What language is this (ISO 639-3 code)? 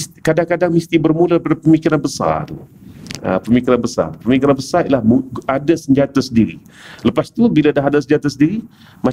msa